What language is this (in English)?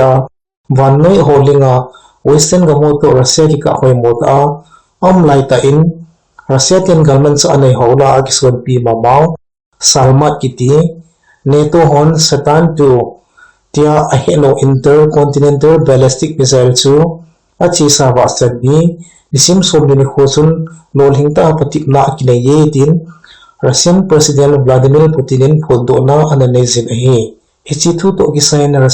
Thado Chin